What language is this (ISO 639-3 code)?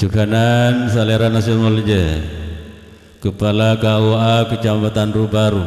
mad